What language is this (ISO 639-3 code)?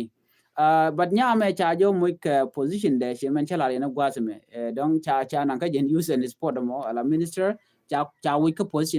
nus